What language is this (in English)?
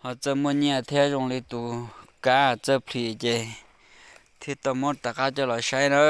Hmong